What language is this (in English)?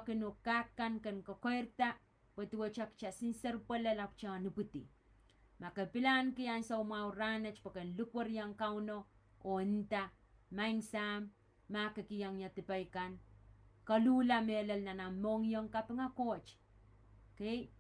Pohnpeian